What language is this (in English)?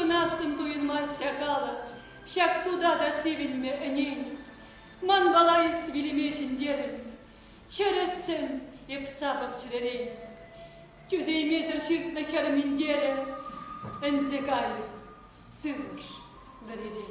Chuvash